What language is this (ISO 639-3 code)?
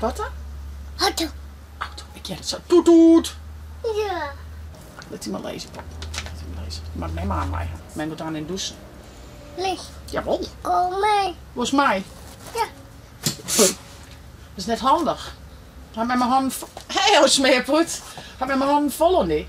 fry